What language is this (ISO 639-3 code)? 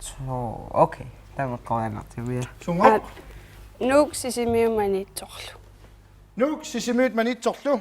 kal